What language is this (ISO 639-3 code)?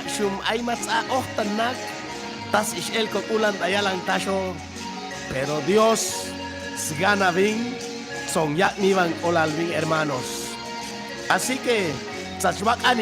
cac